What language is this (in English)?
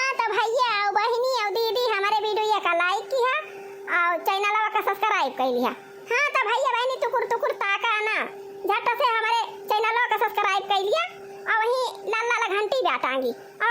Awadhi